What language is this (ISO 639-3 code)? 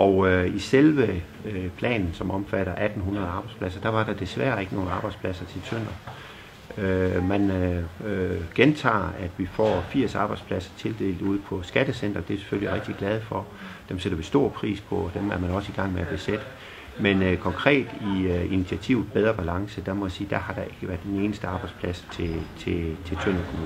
dan